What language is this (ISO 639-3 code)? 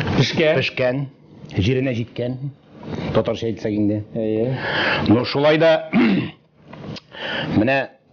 kaz